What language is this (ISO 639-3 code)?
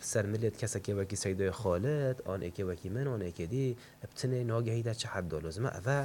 kur